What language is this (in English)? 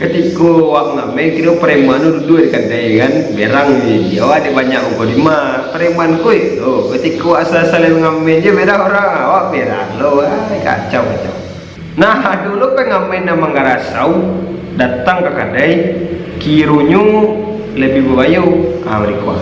Minangkabau